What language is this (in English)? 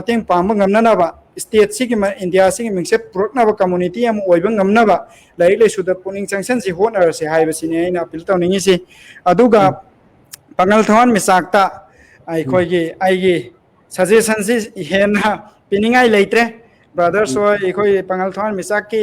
Manipuri